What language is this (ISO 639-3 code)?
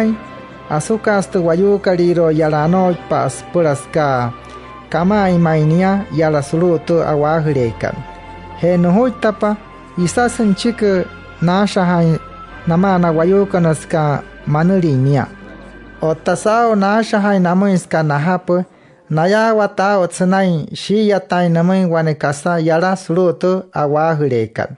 guc